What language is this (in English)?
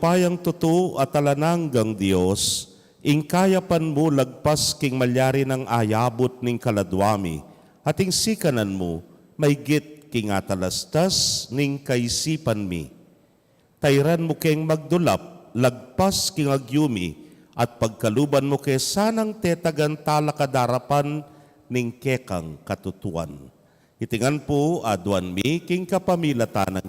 Pampanga